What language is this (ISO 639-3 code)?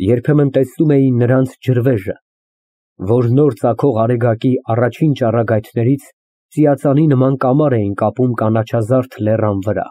hye